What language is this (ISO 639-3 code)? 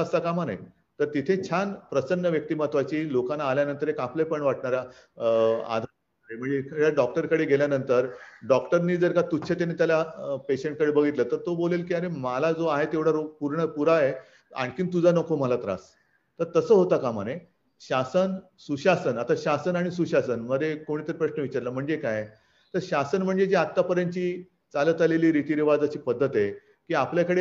mar